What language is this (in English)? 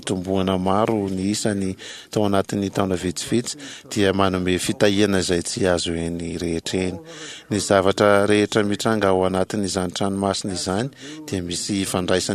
Malagasy